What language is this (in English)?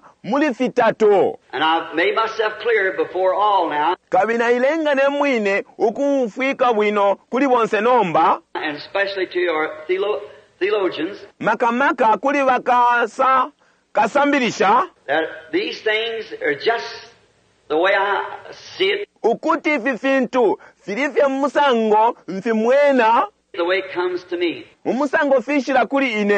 Bemba